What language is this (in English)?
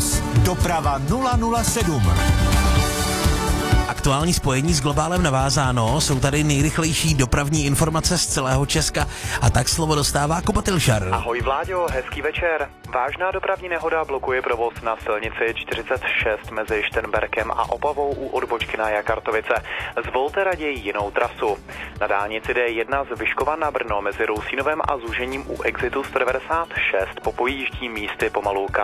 Czech